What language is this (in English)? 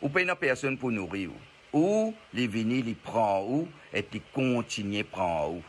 Morisyen